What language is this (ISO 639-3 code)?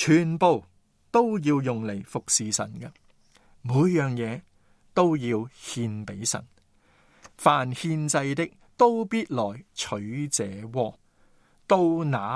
yue